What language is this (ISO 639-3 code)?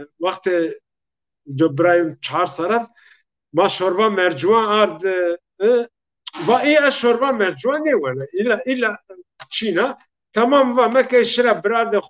zza